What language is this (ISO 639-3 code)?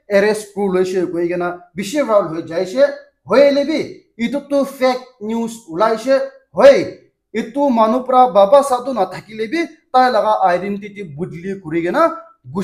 nag